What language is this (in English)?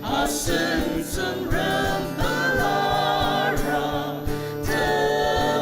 Ao Naga